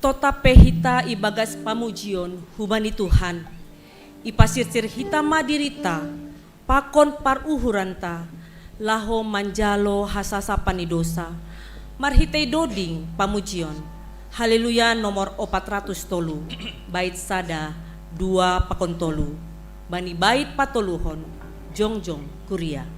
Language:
Batak Simalungun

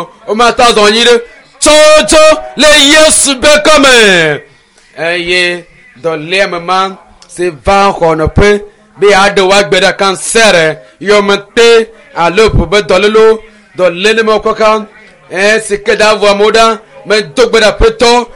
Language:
Ewe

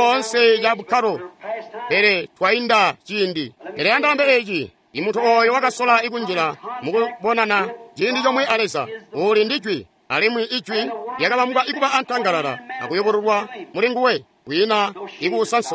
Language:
Tonga (Zambia)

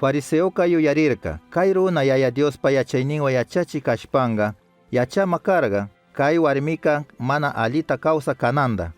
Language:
Chimborazo Highland Quichua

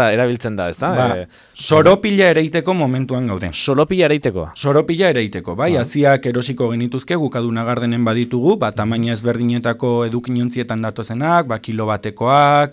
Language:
Basque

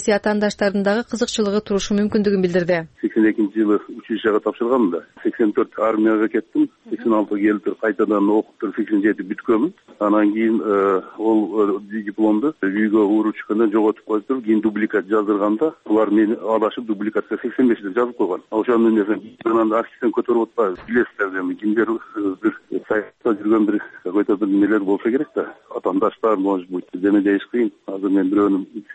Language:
Kyrgyz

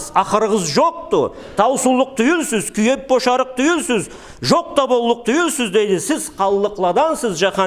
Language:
Karachay-Balkar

